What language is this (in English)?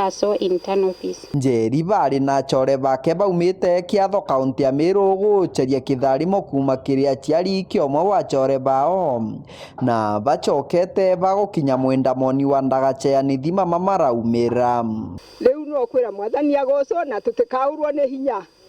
Meru